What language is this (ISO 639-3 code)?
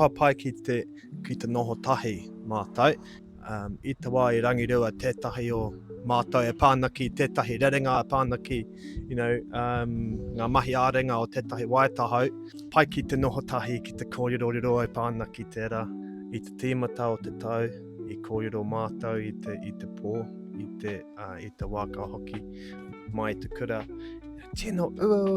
mri